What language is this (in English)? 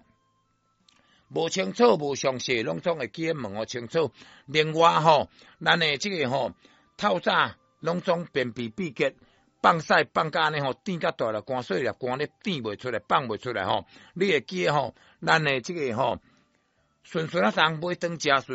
Min Nan Chinese